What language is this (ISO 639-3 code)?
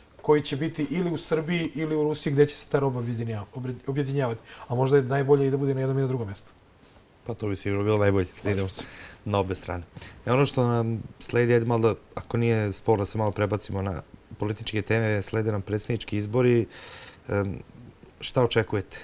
srp